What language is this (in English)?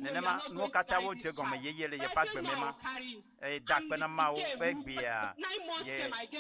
Ewe